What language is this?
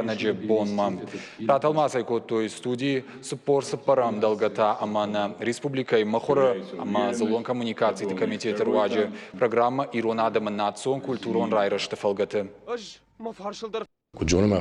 Ossetic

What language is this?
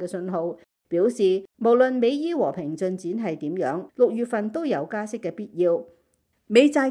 Cantonese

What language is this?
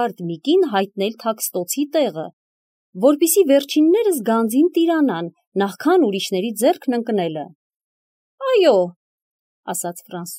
Armenian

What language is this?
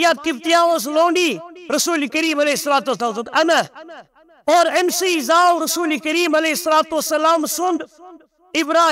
Kashmiri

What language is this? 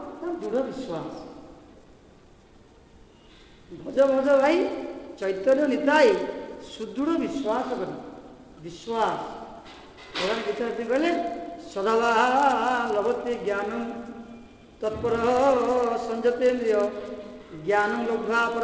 Odia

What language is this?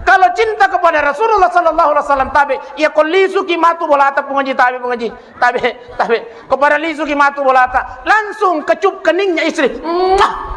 Buginese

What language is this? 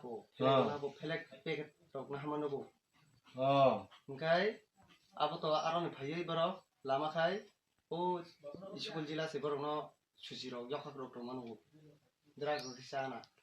Kok Borok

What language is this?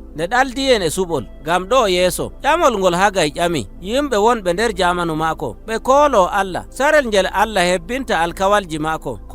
Nigerian Fulfulde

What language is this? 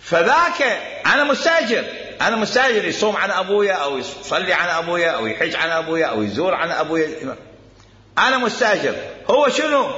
Mesopotamian Arabic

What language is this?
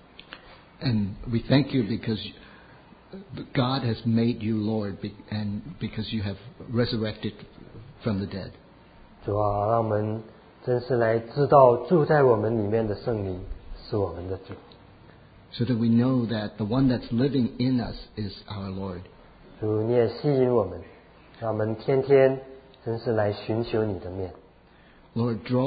Chinese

